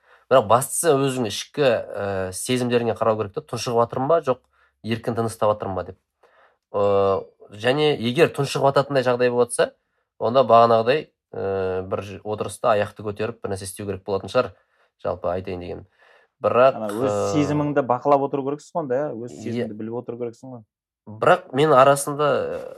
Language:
Kazakh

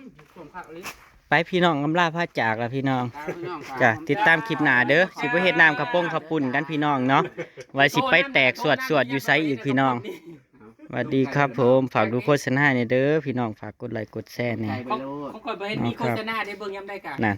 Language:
Northeastern Thai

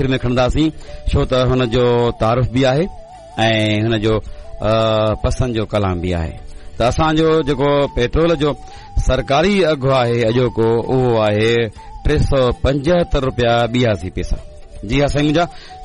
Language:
Sindhi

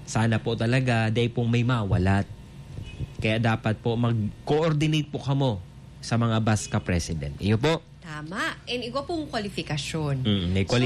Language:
Bikol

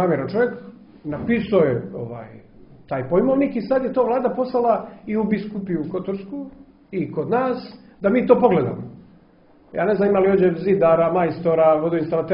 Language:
Croatian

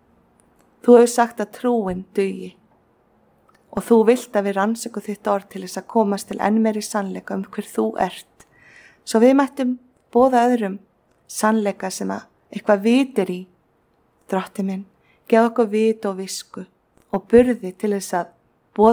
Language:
Icelandic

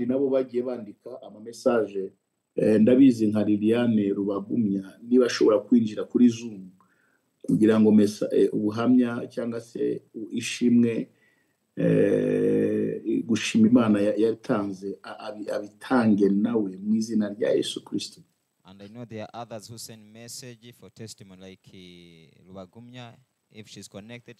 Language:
Kinyarwanda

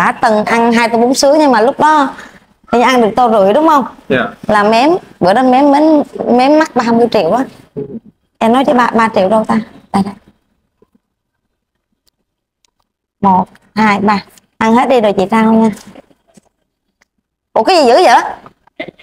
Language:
Vietnamese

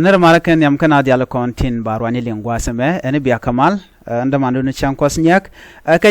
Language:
Nuer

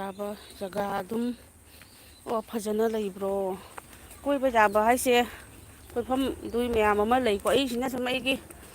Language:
Manipuri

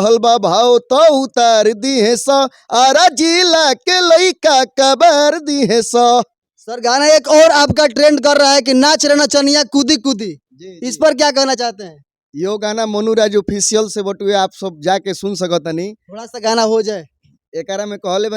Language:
Bhojpuri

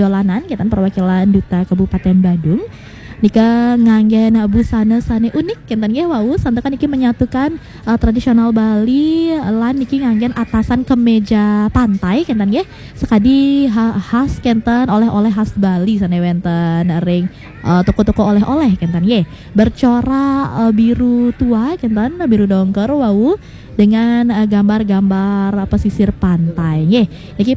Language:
Balinese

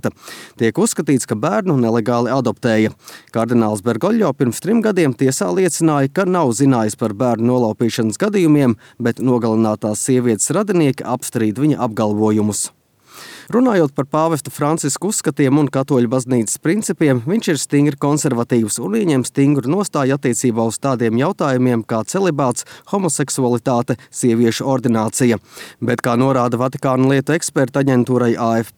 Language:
Latvian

